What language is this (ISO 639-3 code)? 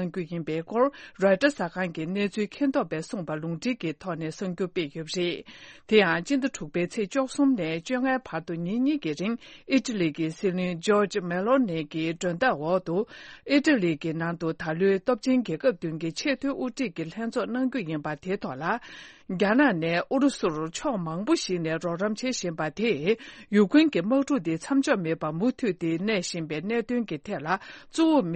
bod